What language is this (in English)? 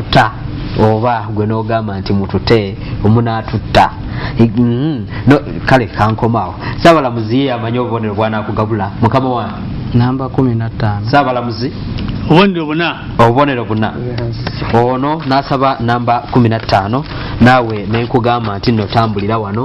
Ganda